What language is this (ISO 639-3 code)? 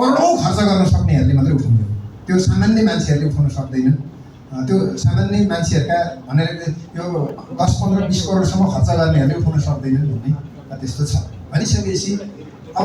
nep